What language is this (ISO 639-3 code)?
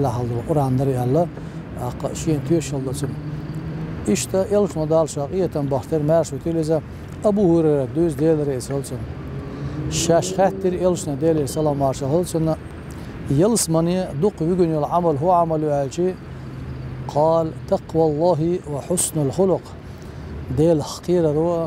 che